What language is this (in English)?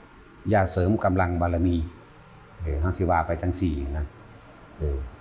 Lao